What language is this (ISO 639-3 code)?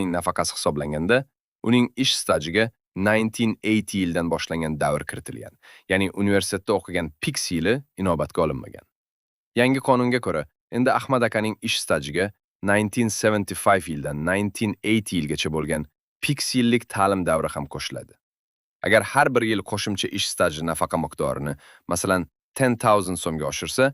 uzb